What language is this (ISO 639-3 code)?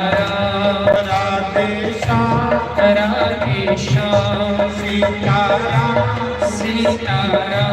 doi